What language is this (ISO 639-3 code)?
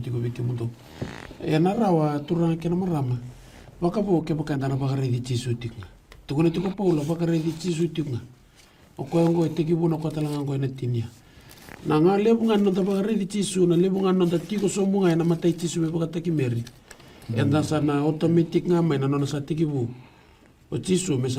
fij